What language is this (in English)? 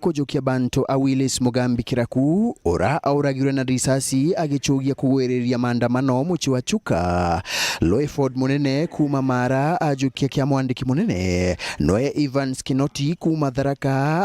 Meru